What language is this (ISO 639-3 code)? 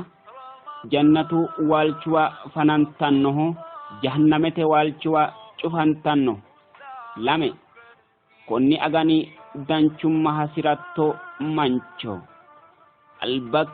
sid